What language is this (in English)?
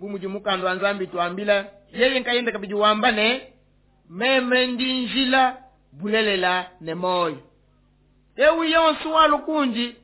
Luba-Lulua